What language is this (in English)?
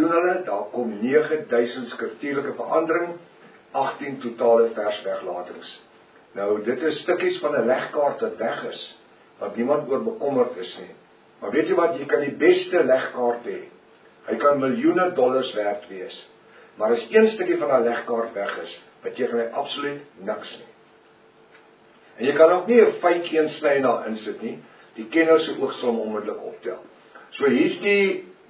Afrikaans